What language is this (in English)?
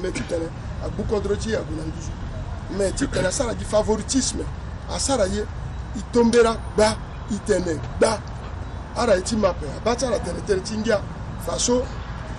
Sango